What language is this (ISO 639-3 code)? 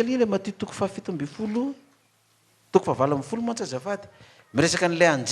mlg